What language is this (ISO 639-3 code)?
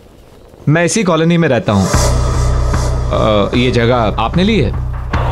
hin